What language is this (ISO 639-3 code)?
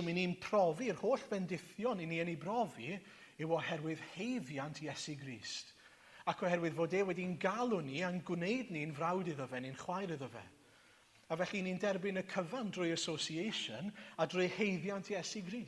cym